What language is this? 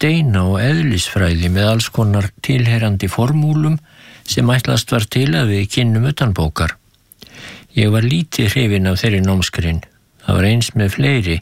Icelandic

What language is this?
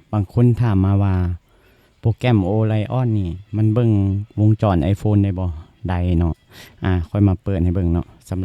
Lao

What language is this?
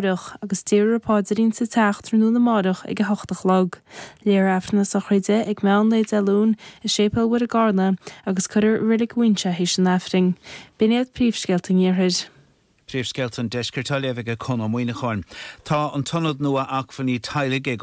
Irish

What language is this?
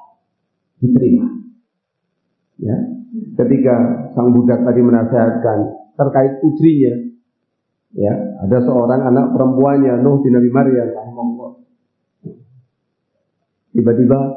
Indonesian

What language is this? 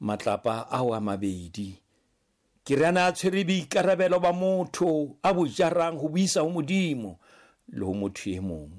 Southern Sotho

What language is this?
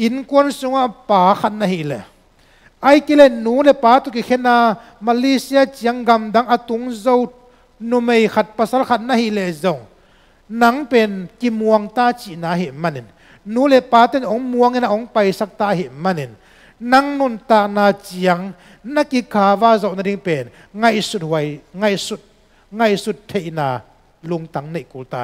Tedim Chin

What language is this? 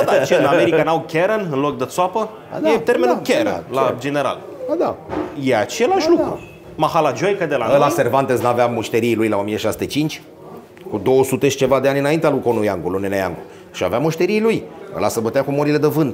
Romanian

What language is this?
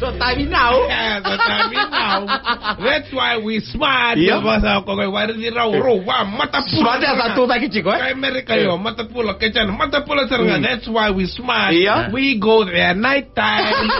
Fijian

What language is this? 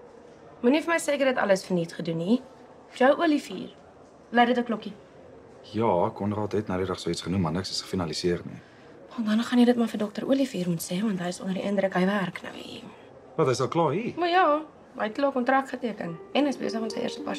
Afrikaans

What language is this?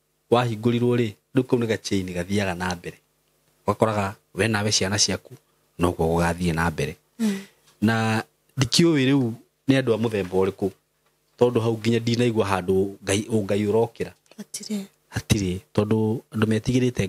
Kikuyu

